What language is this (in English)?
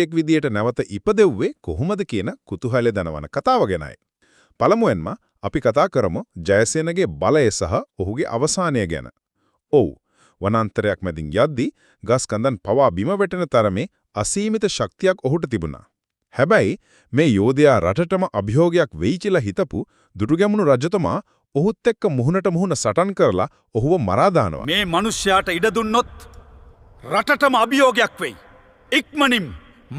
Sinhala